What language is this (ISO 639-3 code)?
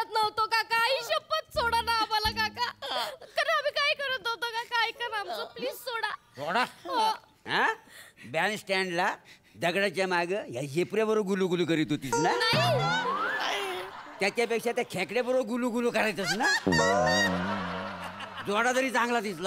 mar